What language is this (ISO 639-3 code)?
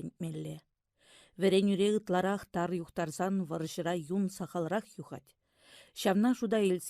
chv